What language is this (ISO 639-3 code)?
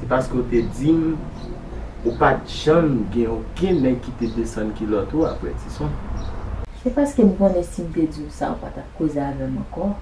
hat